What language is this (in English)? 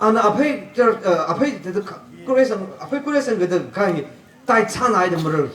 Tangkhul Naga (India)